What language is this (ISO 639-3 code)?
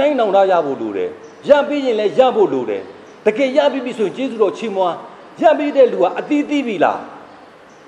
mya